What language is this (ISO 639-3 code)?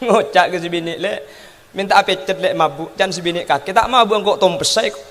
mad